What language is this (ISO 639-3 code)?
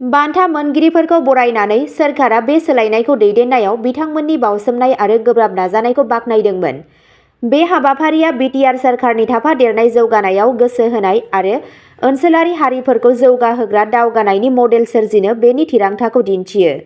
brx